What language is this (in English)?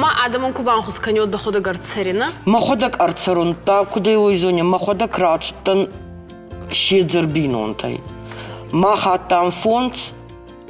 Ossetic